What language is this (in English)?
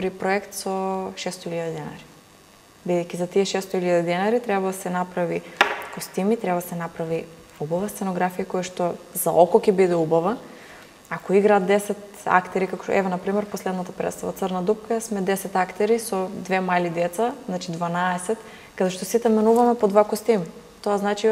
Macedonian